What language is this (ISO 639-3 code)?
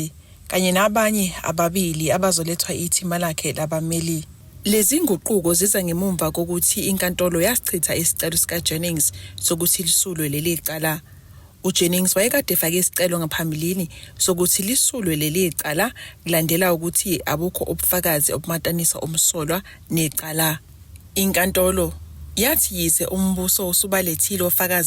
zul